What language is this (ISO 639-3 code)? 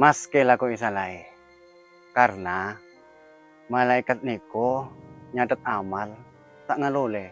mad